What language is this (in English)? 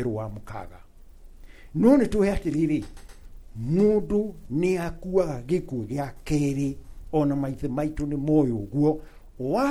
Kikuyu